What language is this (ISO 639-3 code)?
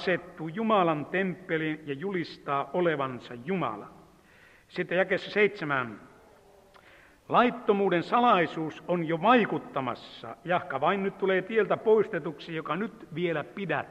fin